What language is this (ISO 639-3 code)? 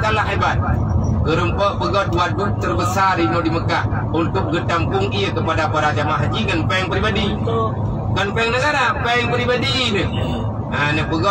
ace